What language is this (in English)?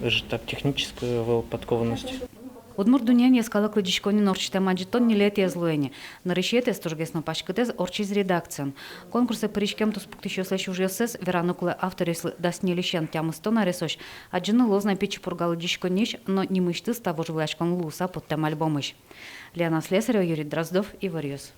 Udmurt